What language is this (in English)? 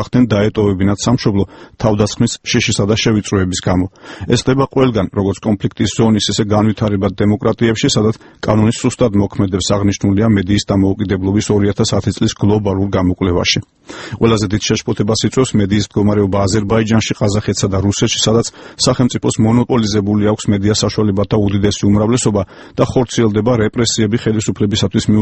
Georgian